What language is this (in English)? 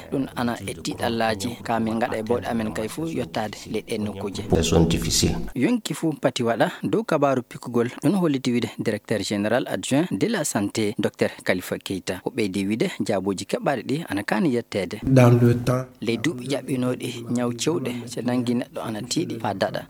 Fula